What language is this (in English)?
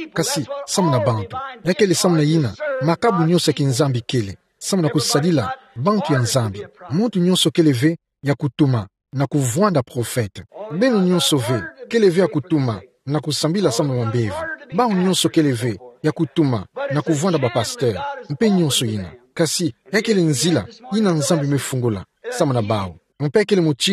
Kituba (Democratic Republic of Congo)